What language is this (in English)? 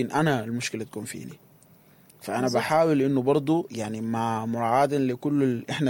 Sudanese Arabic